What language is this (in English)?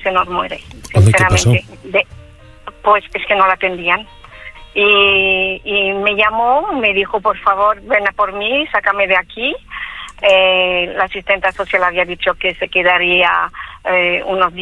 Spanish